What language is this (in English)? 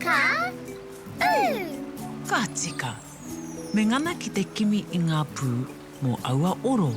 Māori